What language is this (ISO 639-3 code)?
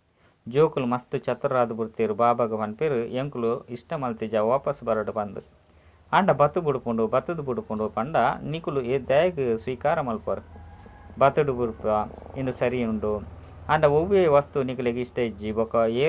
tcy